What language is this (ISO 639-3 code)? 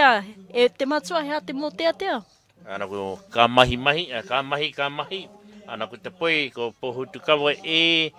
mri